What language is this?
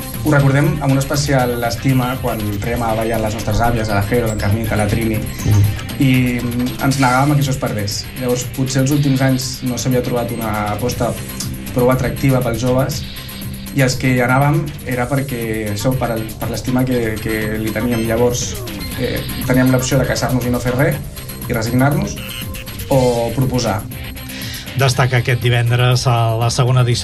Catalan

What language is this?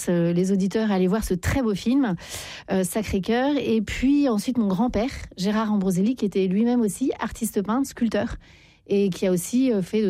French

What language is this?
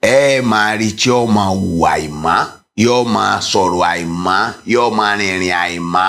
Yoruba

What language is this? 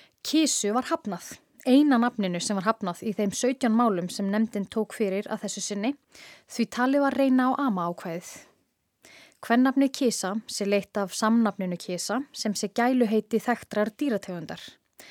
Icelandic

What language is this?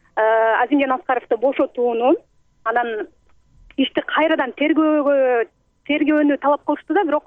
Kyrgyz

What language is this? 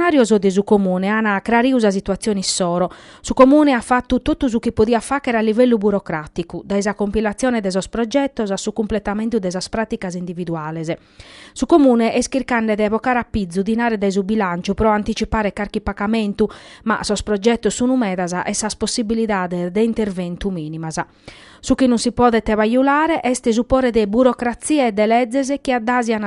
Sardinian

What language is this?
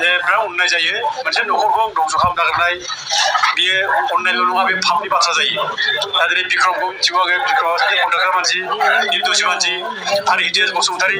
Bodo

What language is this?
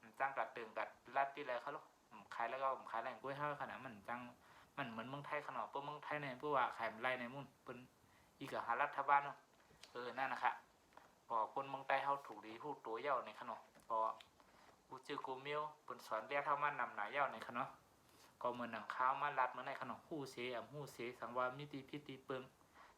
Shan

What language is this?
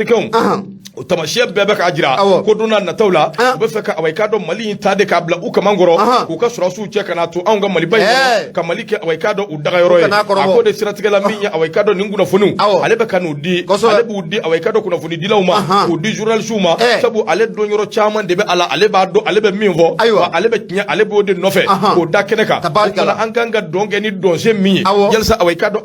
Bambara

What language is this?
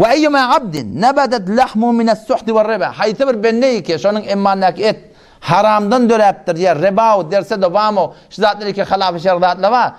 Turkmen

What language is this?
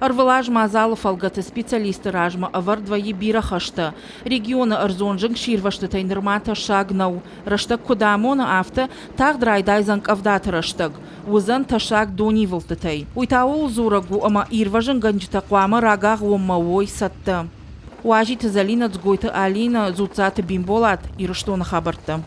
Ossetic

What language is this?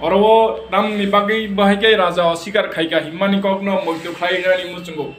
Kok Borok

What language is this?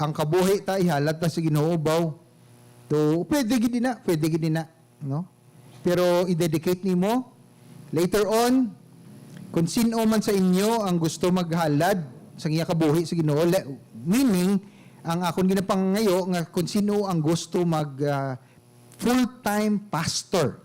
Hiligaynon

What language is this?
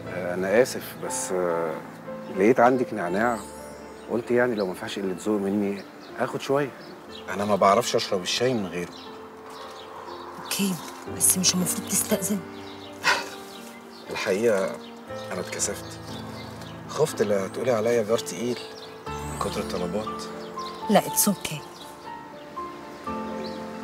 Egyptian Arabic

